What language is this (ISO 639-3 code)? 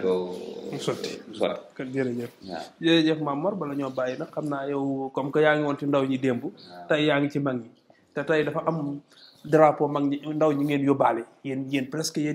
wol